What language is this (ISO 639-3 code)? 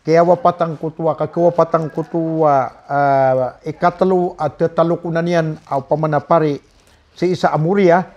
mrw